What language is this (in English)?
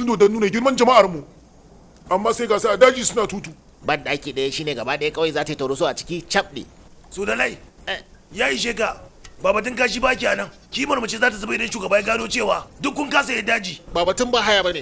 Hausa